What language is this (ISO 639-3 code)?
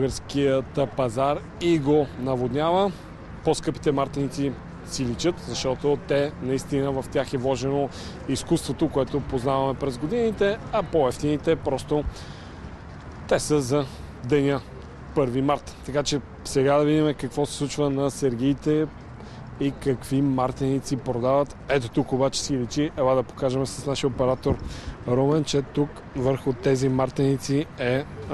bul